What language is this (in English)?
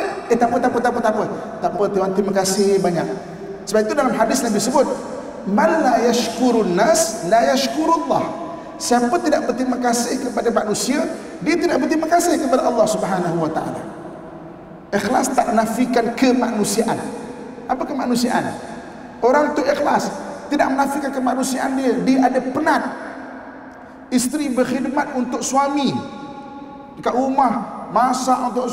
Malay